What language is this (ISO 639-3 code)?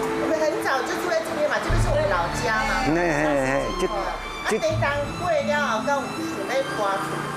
nan